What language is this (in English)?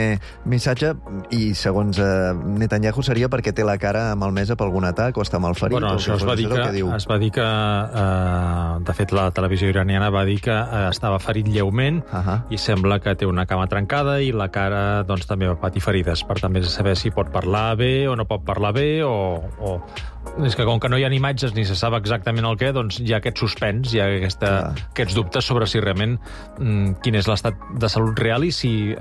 Catalan